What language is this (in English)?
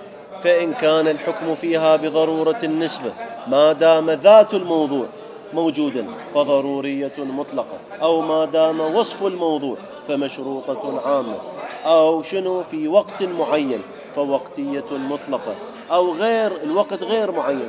Mesopotamian Arabic